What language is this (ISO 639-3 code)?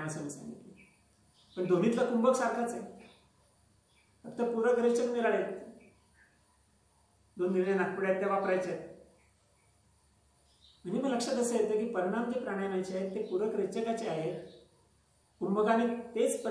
mar